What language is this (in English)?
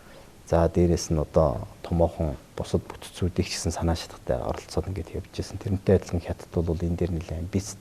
Mongolian